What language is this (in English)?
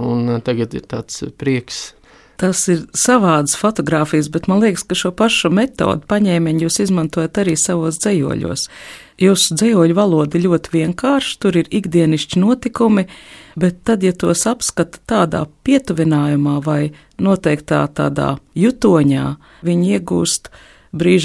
Latvian